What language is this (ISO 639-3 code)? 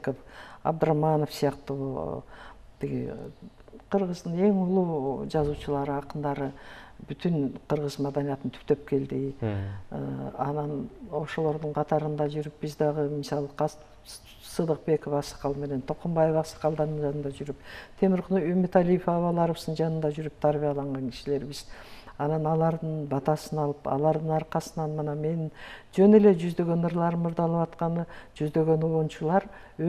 kir